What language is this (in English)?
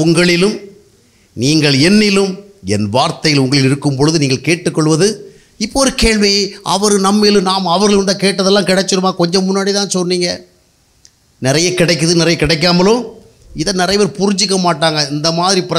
Tamil